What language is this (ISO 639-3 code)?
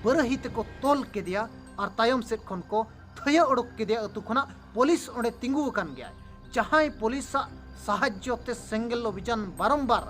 sat